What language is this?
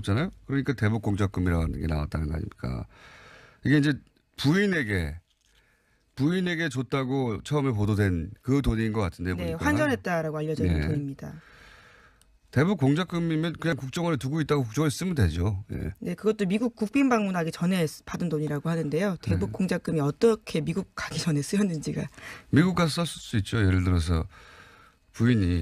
Korean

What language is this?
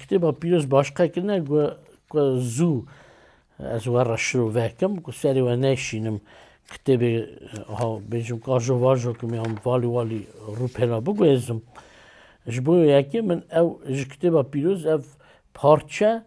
Kurdish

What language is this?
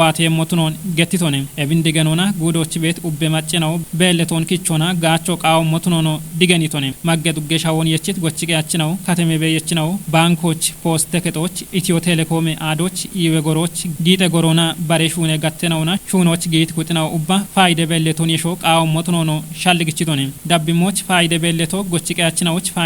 Kafa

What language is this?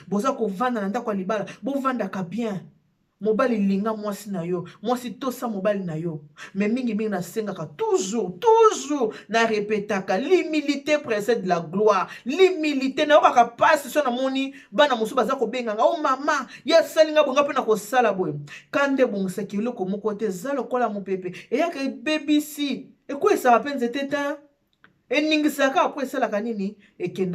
Lingala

